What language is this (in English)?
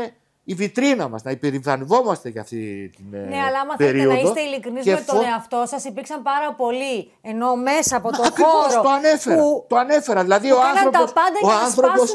Greek